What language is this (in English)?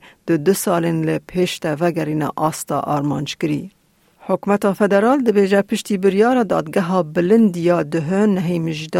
Kurdish